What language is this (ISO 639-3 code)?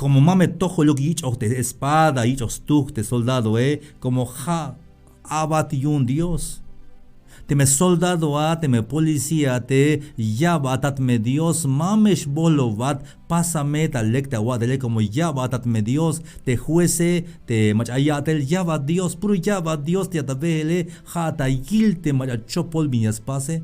tzh